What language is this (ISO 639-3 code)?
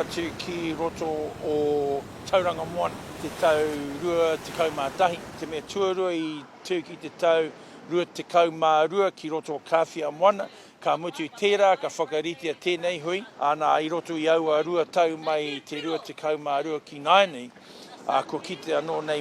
mri